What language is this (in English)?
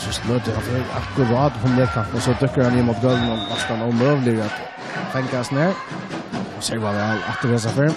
Faroese